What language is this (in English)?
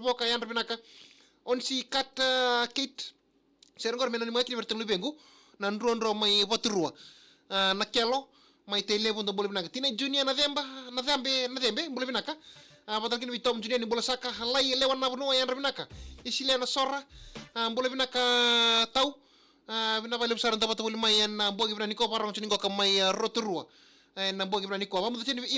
Fijian